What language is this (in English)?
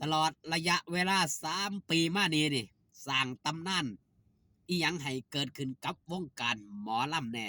Northeastern Thai